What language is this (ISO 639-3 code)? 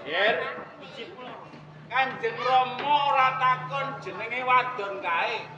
jav